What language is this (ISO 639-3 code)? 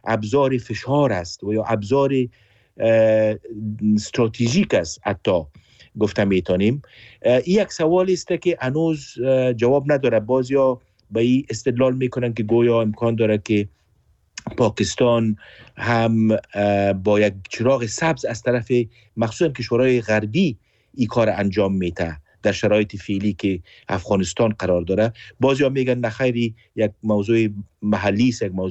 fas